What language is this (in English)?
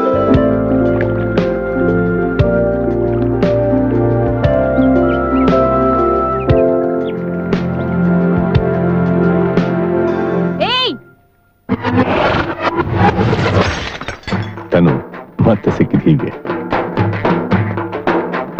Kannada